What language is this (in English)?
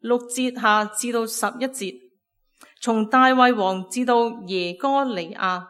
Cantonese